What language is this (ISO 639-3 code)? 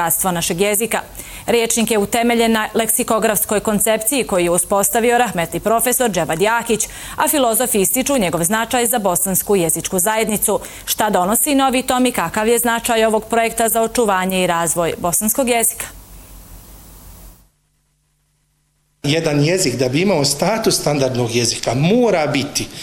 bos